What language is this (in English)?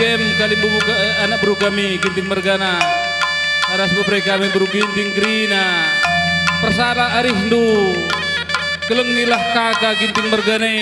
Batak Karo